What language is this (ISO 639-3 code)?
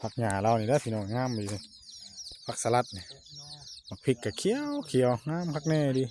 tts